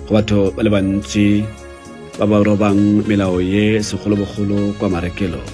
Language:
Tswana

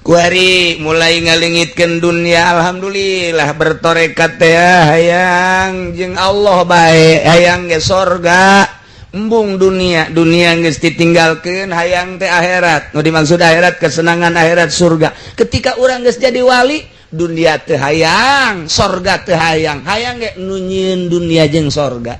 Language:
Sundanese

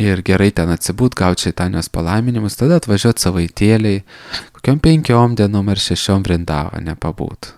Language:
Lithuanian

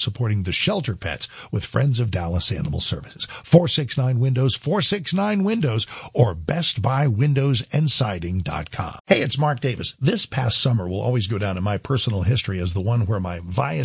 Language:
English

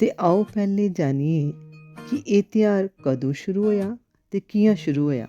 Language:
Dogri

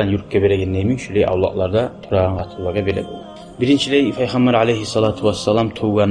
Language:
Kumyk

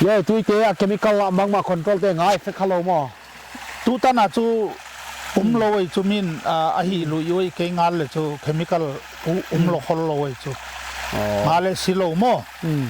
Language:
Paite Chin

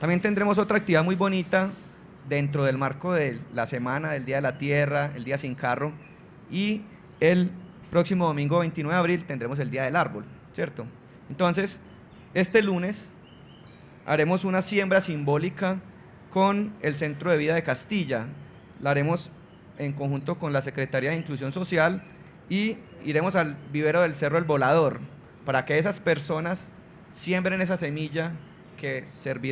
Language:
Spanish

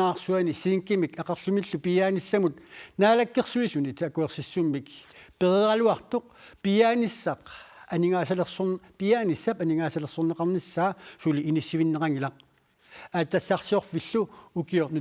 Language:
Kalaallisut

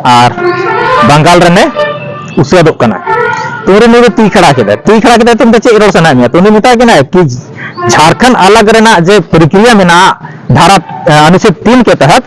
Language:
Santali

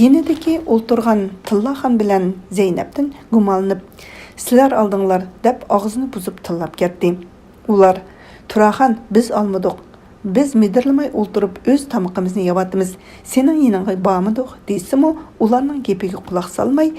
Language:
Uyghur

